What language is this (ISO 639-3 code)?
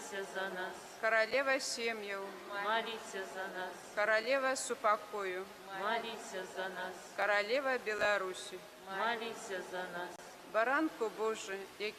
bel